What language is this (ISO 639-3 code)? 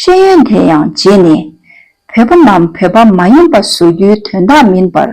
bod